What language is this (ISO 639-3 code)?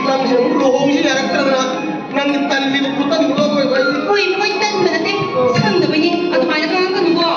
mni